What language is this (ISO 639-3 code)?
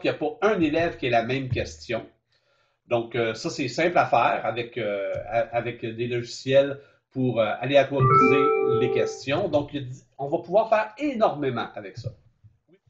fra